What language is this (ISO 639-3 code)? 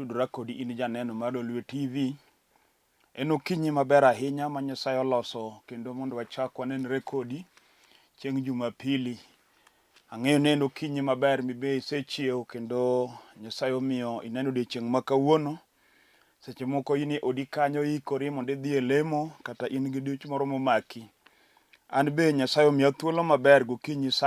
luo